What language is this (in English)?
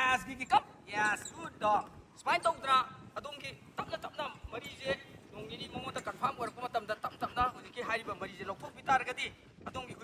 Manipuri